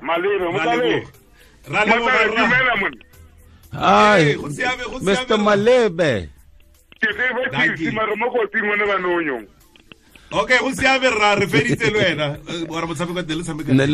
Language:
Tswana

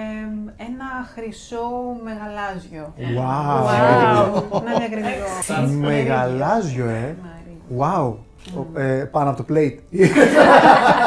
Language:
Greek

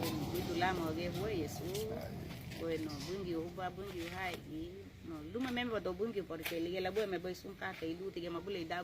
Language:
Garifuna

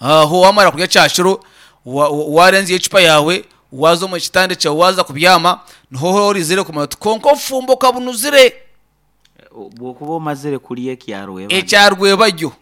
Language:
Nyankole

